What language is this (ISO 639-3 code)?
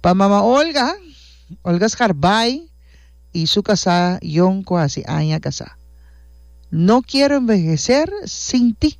pap